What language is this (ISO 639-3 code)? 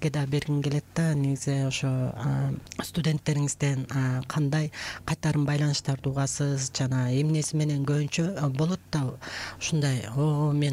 kir